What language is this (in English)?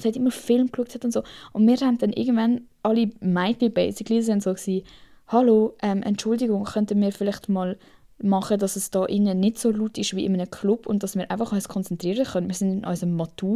Swiss German